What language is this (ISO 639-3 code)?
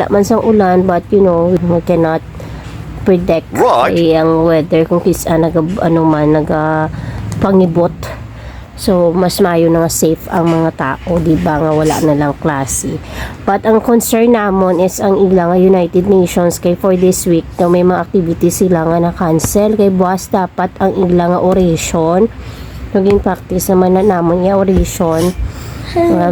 hil